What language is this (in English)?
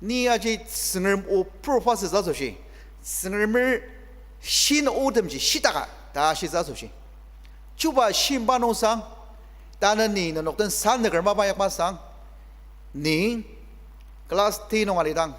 Ao Naga